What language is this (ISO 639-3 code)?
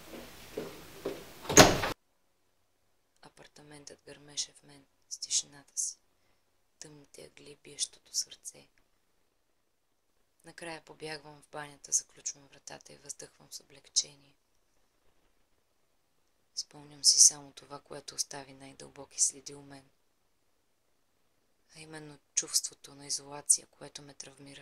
bul